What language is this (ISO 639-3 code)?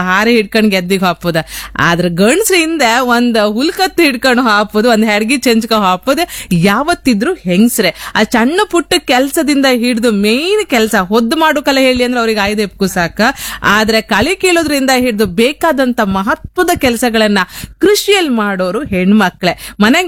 kan